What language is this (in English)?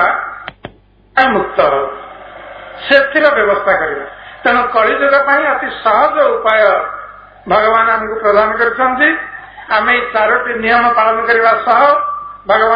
Odia